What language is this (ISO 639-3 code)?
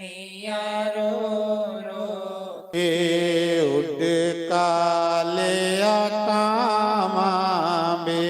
doi